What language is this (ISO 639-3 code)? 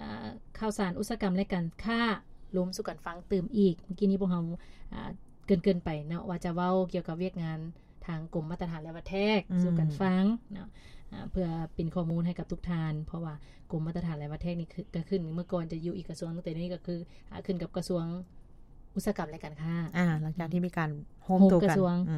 lao